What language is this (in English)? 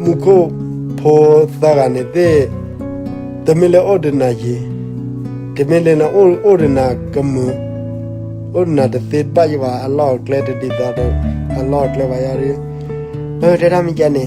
S'gaw Karen